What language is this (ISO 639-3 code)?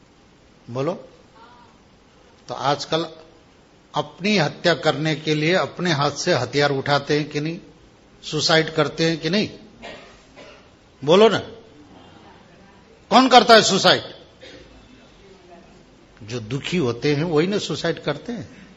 hin